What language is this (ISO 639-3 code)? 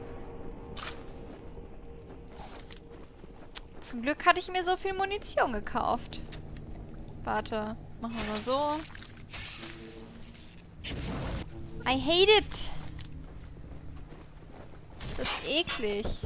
deu